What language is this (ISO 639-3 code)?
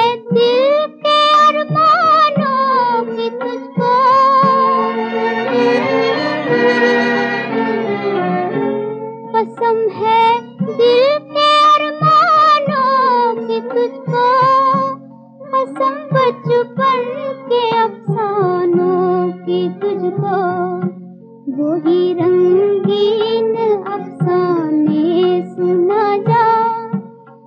hin